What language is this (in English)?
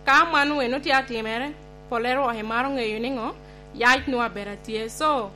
Lango (Uganda)